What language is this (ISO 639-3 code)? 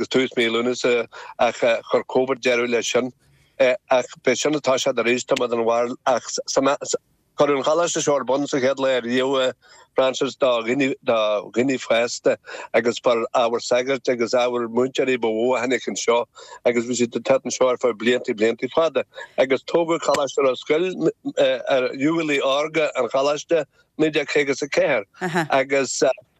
gle